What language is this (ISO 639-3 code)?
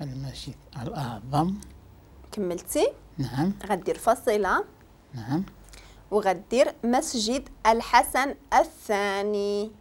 ary